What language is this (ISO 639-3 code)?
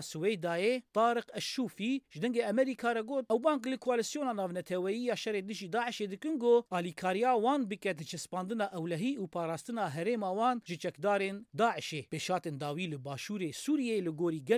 kur